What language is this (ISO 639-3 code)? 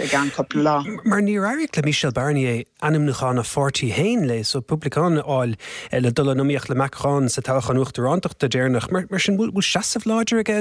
gle